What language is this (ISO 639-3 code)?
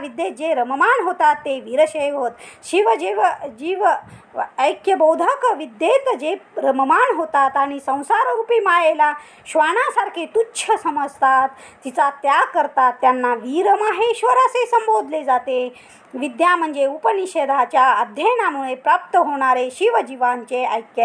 mar